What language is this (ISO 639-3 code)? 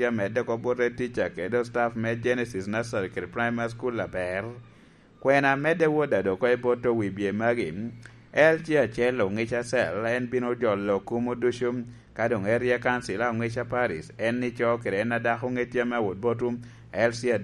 laj